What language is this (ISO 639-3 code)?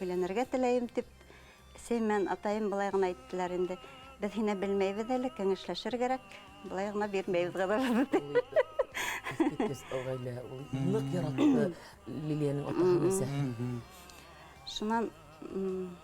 bak